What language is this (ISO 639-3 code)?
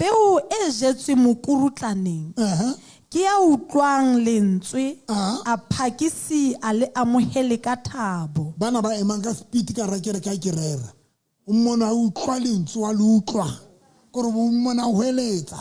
sot